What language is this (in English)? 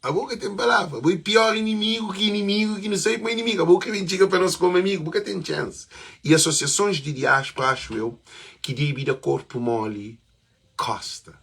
Kabuverdianu